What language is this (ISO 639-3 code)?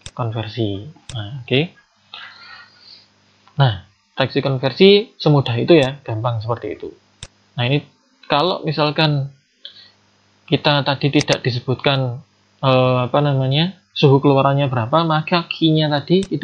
ind